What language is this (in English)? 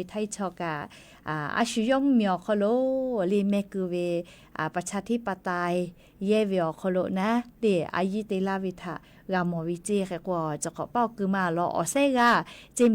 Lahu